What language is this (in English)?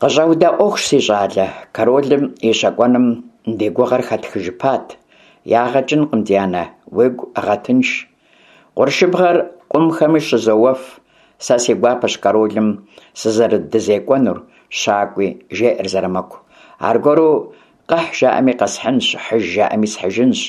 Kabardian